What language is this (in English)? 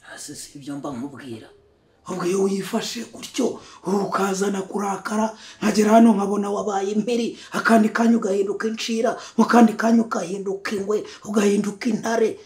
Kinyarwanda